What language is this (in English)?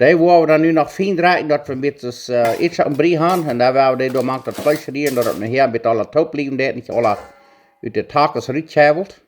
Plautdietsch